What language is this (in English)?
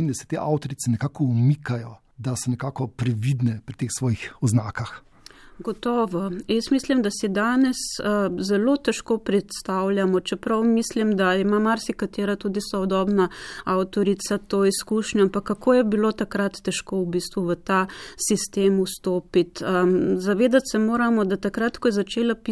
Slovenian